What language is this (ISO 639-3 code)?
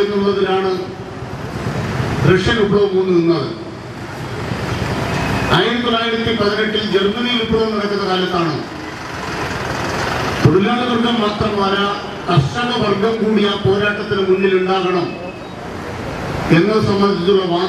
mal